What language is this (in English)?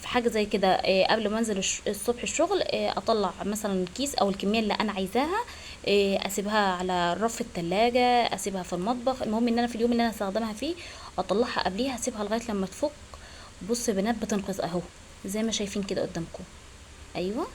Egyptian Arabic